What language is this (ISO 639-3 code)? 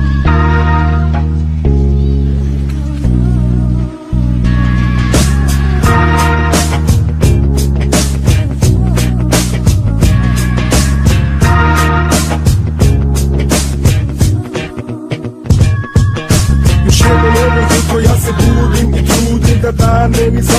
srp